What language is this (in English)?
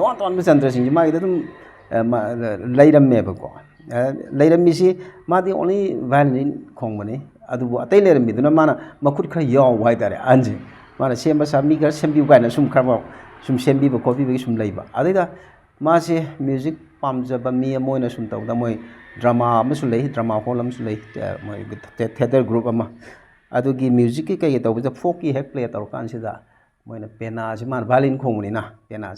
Manipuri